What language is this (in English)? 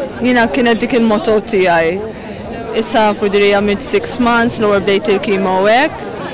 Maltese